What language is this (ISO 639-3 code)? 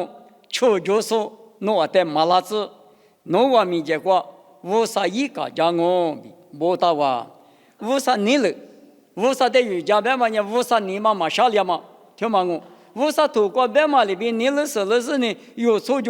lis